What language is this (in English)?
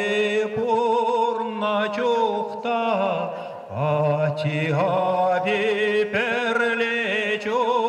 Chuvash